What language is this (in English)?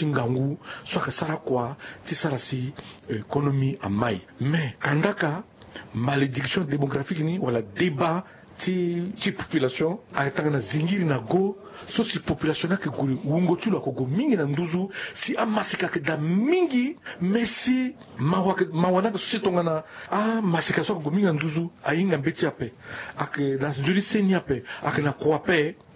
Sango